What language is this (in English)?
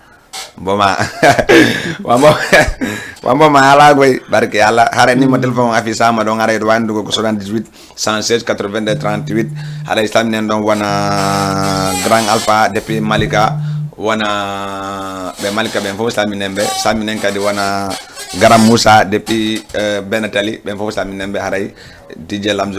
Fula